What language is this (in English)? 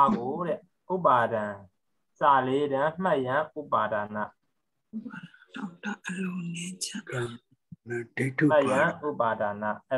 Burmese